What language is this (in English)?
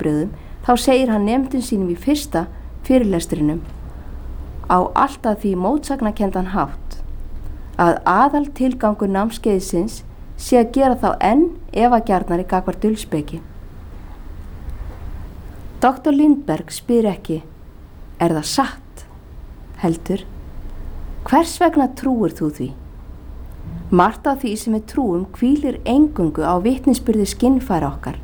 Icelandic